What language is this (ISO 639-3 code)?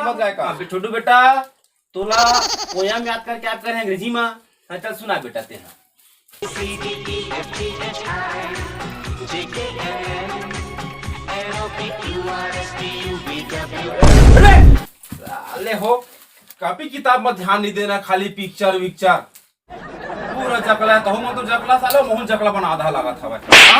hne